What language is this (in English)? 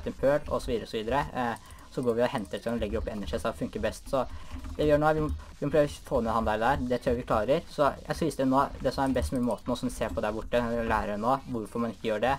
Norwegian